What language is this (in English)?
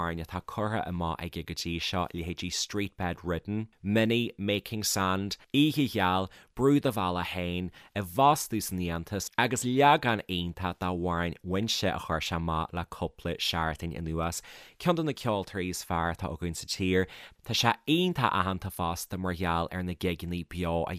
Irish